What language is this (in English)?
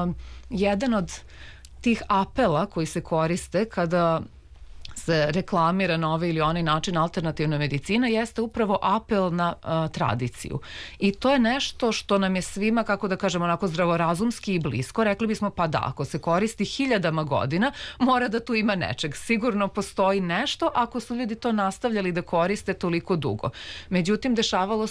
Serbian